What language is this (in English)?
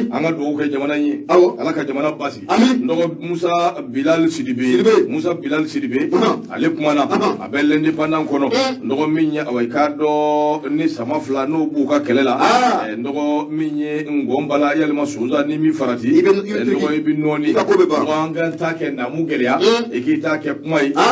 Bambara